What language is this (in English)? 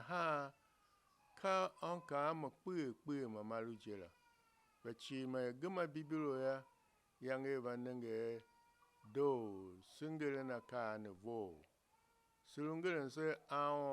Tiv